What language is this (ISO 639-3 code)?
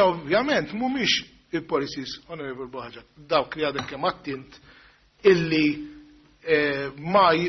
mlt